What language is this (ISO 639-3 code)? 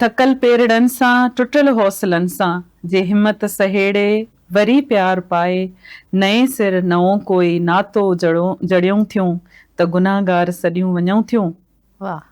snd